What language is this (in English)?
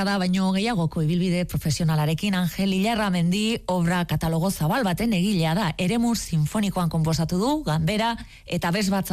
Basque